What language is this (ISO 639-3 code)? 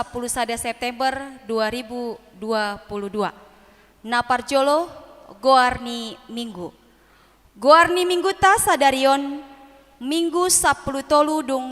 bbc